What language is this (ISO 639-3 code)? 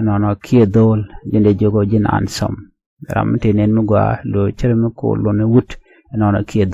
nus